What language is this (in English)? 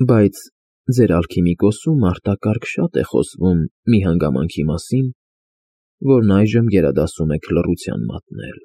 Armenian